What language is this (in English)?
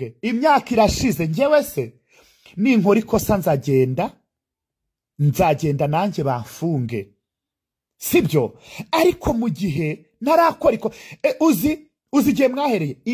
Kinyarwanda